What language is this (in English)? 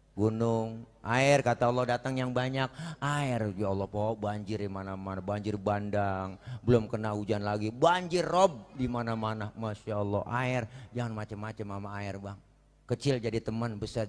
Betawi